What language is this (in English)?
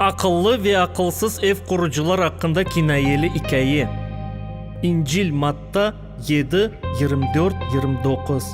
Crimean Tatar